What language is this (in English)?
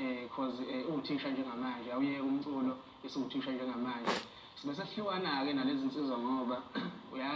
Zulu